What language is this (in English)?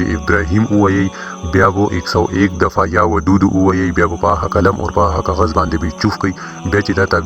Pashto